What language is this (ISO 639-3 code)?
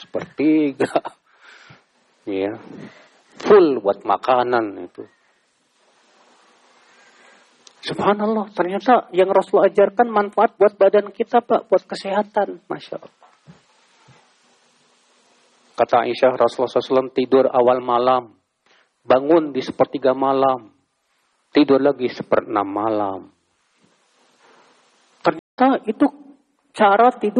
ind